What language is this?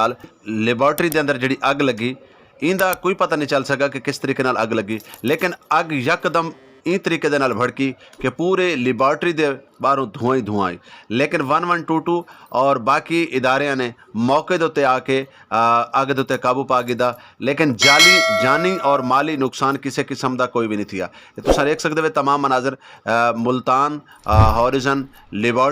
Saraiki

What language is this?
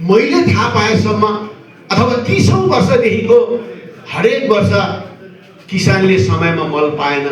Nepali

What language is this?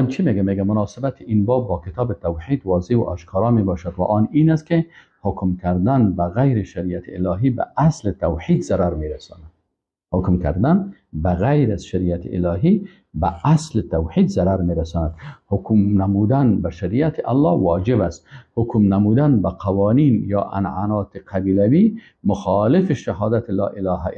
Persian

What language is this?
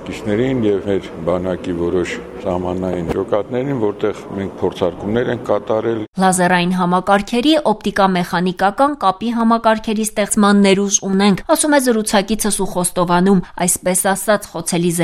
Armenian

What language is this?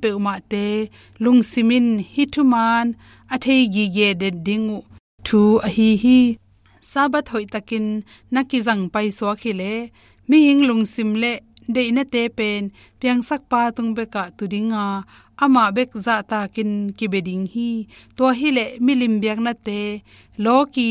Tedim Chin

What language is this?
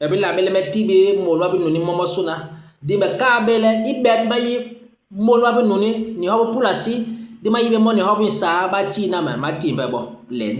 Basaa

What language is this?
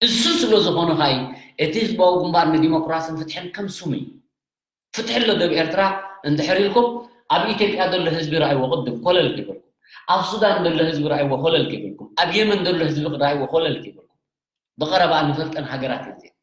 Tigrinya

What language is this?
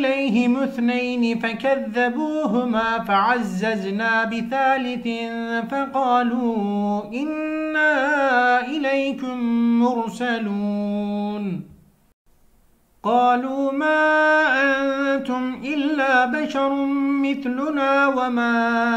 Arabic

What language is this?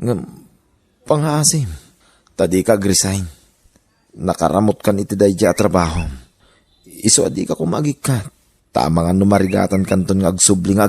Iloko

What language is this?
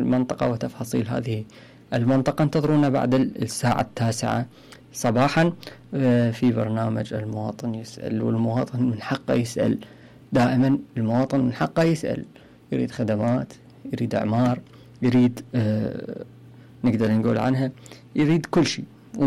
Mesopotamian Arabic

